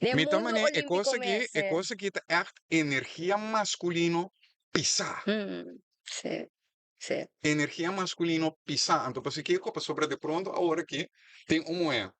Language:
Papiamento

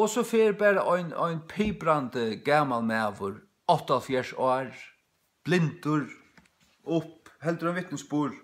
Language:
Faroese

